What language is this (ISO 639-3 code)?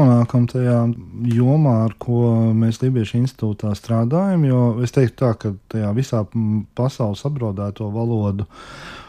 lav